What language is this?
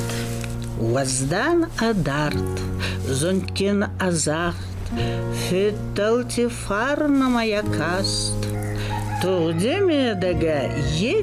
Ossetic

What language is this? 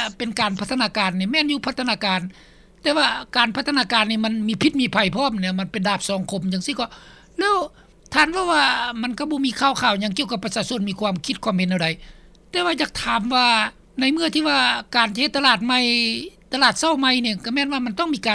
Lao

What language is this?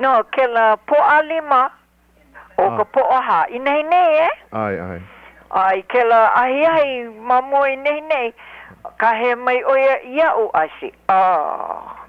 Hawaiian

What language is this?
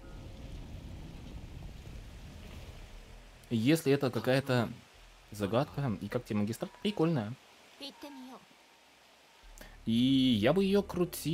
Russian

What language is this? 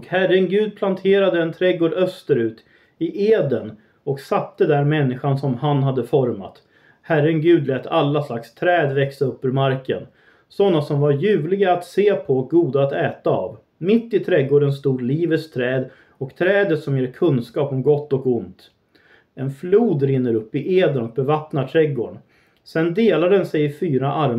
Swedish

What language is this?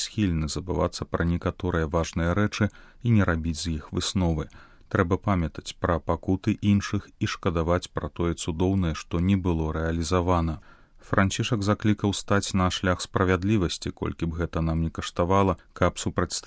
Belarusian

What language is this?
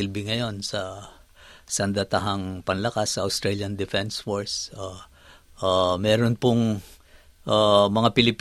Filipino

